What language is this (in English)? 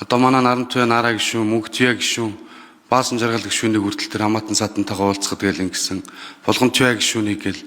Mongolian